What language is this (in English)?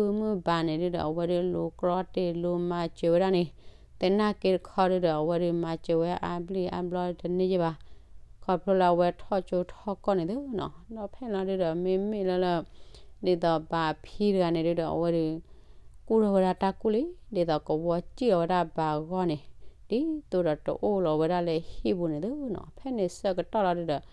S'gaw Karen